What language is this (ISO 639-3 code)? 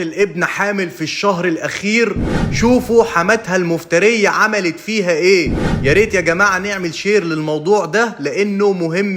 arz